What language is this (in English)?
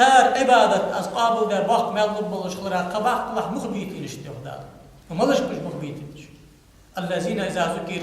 Ingush